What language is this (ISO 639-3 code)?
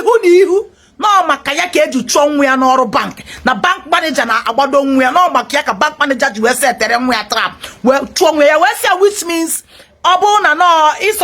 ibo